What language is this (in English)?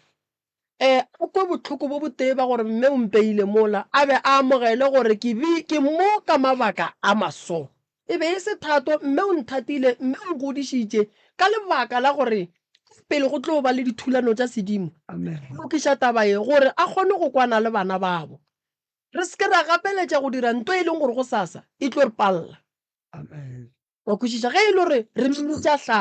Northern Sotho